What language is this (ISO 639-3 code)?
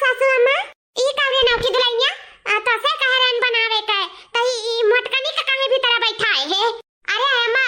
awa